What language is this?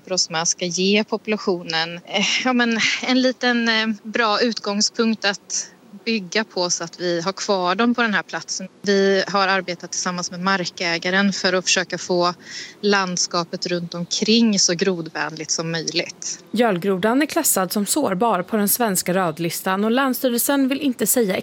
Swedish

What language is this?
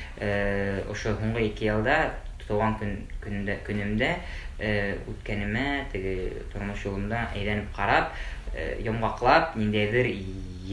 Bashkir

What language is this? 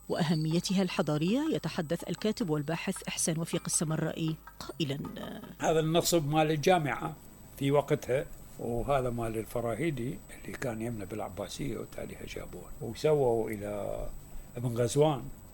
Mesopotamian Arabic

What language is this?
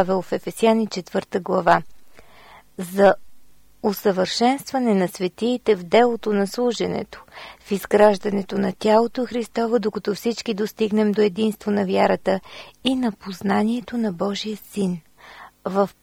Bulgarian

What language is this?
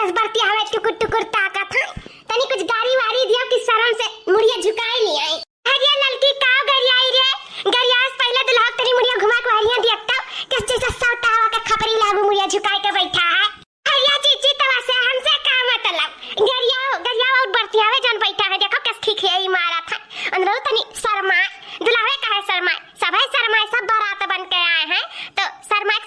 Awadhi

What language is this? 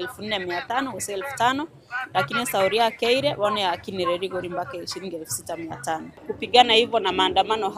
Gusii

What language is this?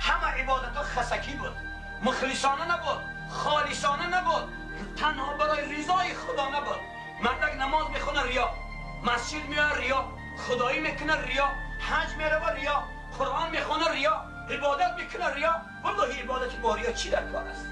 Tajik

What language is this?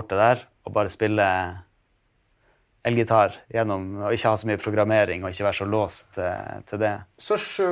Norwegian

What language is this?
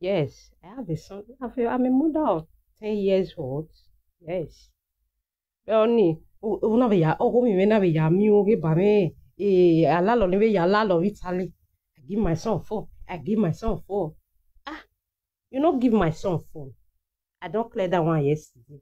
Nigerian Pidgin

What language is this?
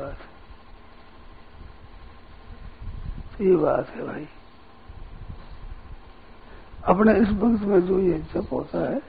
Hindi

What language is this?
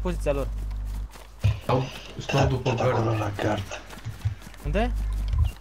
Romanian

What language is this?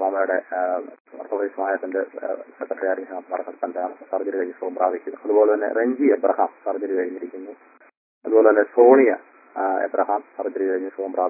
Malayalam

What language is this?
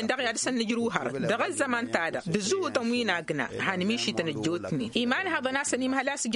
Tamasheq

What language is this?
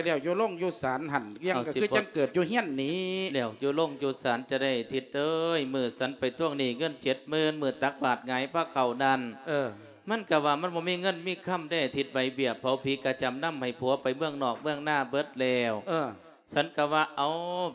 Lao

